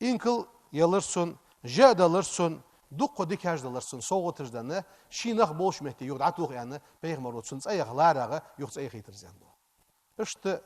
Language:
Ingush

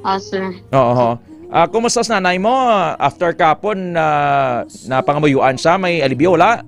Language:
Hiligaynon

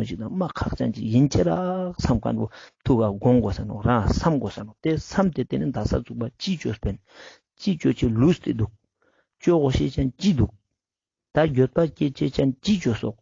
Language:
Ladakhi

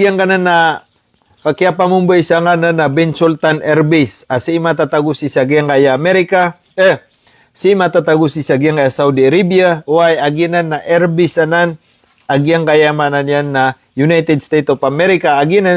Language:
Maranao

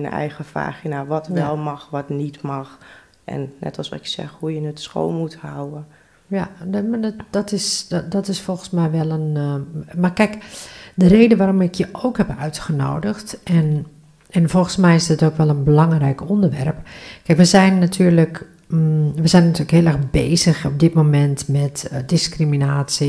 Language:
Dutch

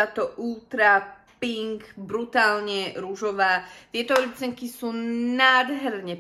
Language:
Slovak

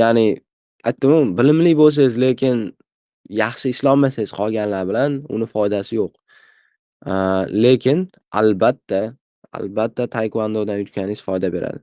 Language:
Uzbek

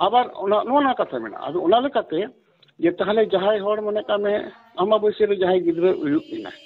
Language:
Santali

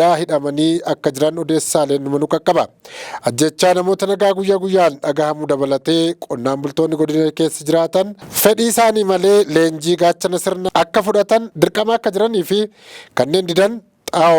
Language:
Oromo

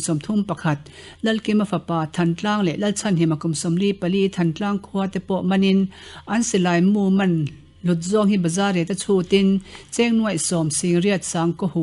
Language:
Mizo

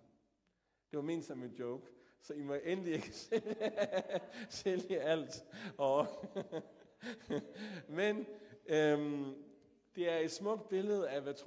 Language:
Danish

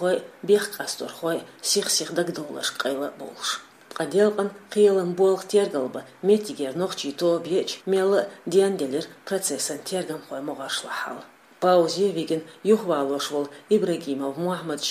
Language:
Chechen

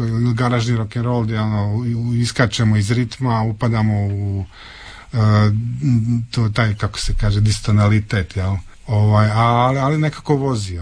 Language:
Croatian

